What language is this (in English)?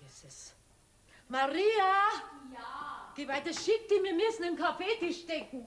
Bavarian